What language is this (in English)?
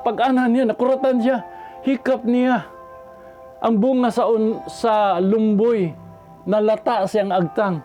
Cebuano